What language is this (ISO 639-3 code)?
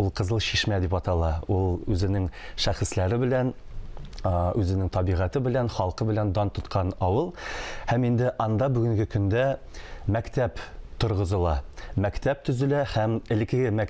tat